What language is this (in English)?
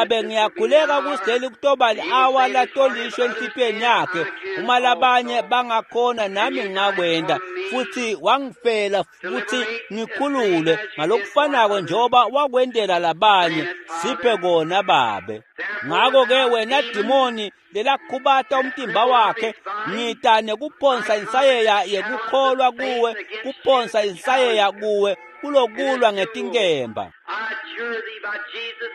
Swati